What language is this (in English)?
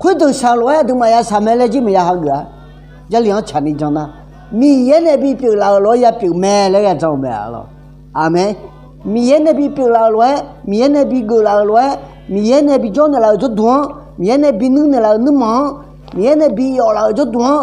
Akha